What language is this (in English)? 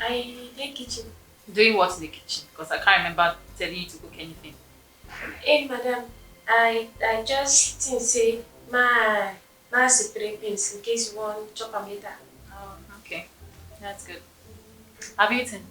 Nigerian Pidgin